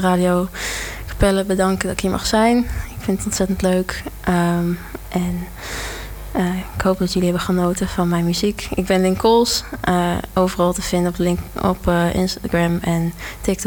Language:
Dutch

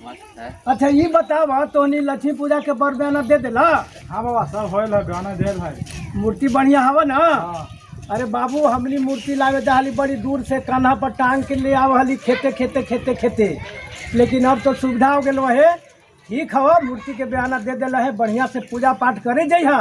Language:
Magahi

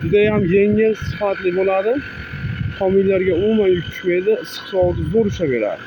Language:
Uzbek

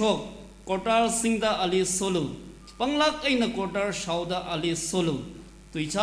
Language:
Tangkhul Naga (India)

